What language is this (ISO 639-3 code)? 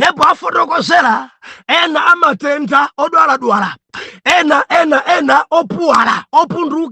nya